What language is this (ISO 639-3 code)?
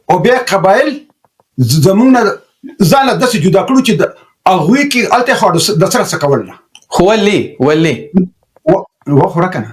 pus